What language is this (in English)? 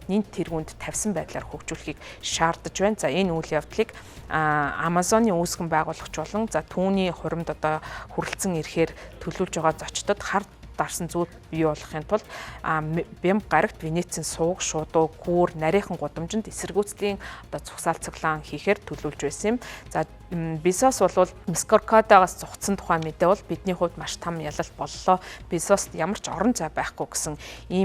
Mongolian